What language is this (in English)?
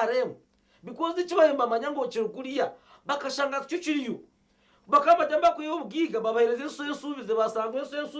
Nyankole